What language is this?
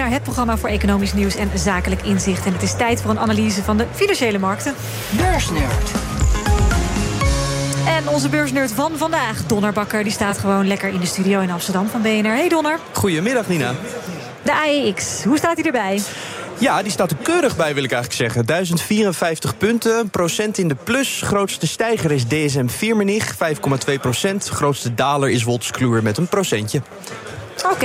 Dutch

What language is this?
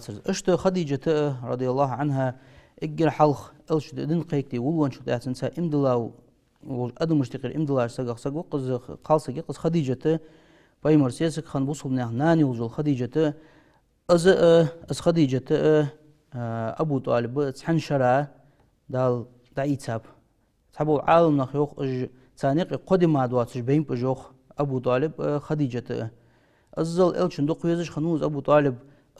Ingush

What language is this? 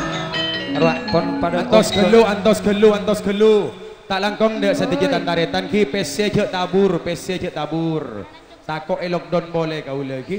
Madurese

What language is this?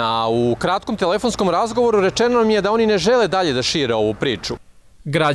Serbian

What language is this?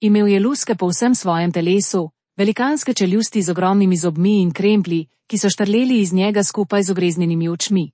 Slovenian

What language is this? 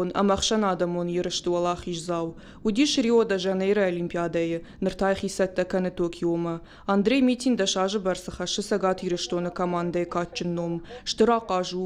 Ossetic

